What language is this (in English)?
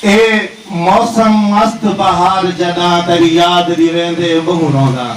Saraiki